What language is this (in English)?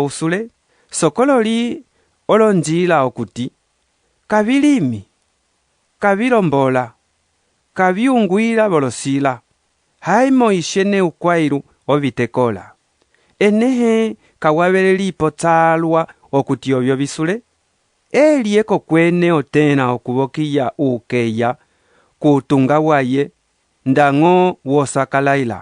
Umbundu